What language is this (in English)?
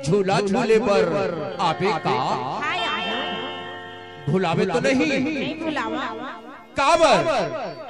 Chhattisgarhi